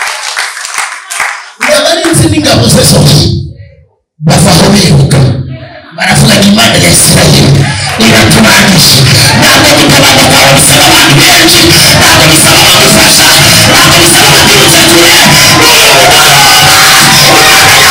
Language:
Kinyarwanda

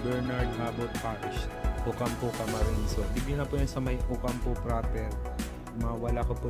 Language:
Bikol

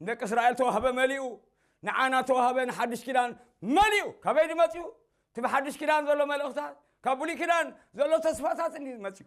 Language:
Tigrinya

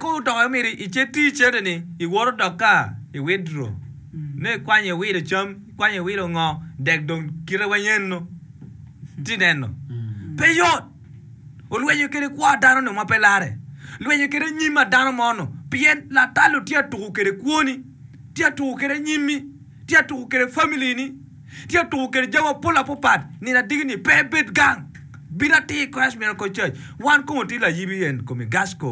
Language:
Acoli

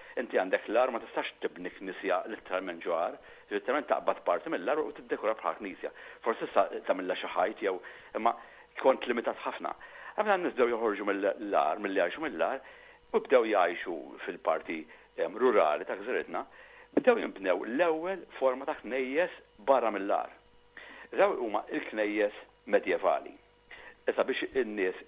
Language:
Maltese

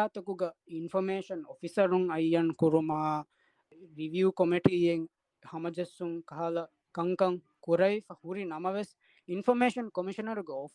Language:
Divehi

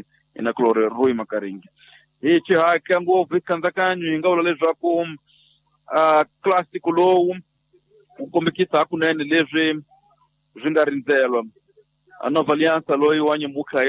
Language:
Tsonga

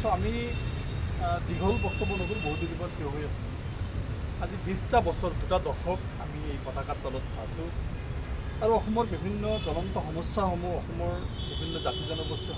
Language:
Assamese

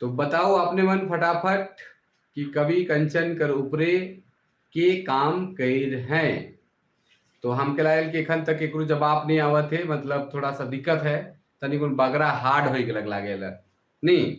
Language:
Sadri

